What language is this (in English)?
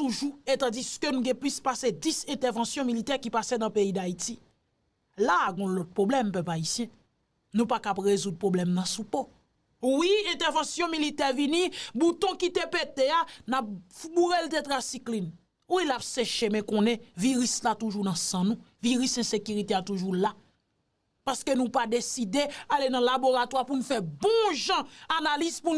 Haitian Creole